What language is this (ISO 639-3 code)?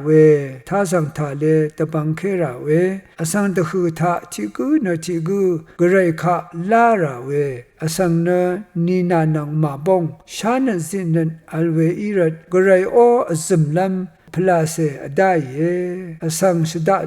raw